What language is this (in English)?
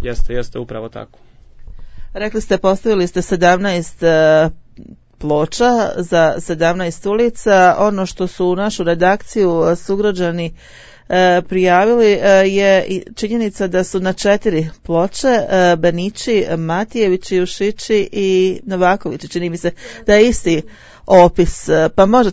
Bosnian